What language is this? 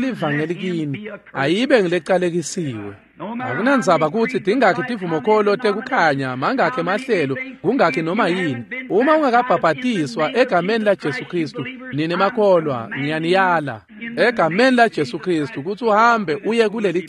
Swati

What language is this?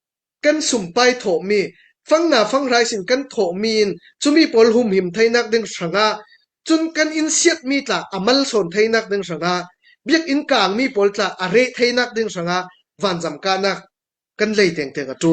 Falam Chin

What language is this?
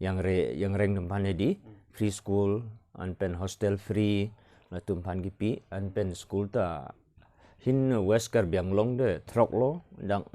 Karbi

